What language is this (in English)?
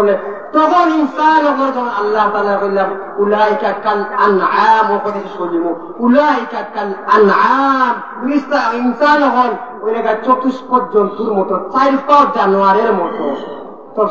Sylheti